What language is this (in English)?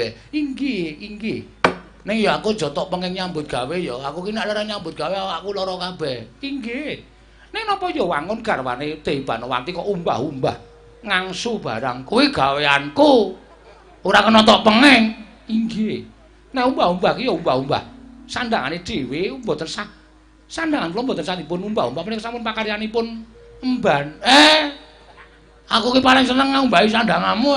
Javanese